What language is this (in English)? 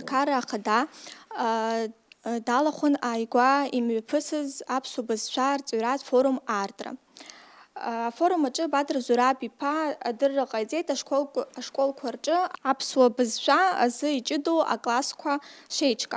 Abkhazian